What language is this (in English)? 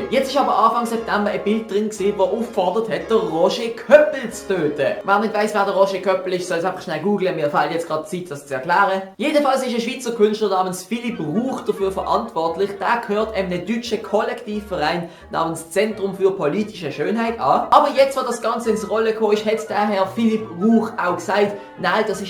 Swiss German